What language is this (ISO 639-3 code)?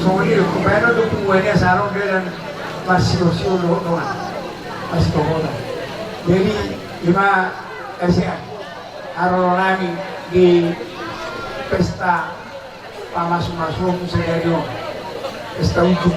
bbc